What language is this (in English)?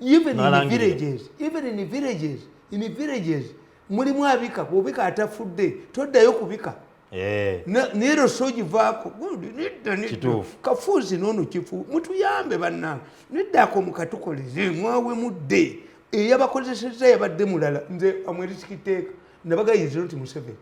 Ganda